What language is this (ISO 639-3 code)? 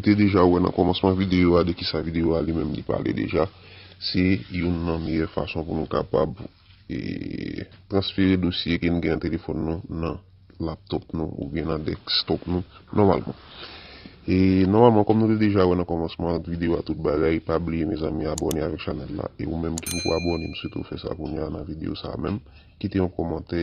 hat